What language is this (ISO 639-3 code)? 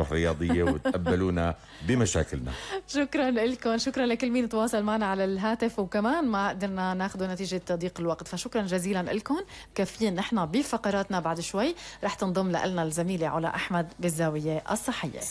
apc